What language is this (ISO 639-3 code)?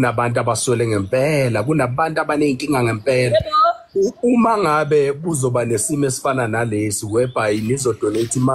zul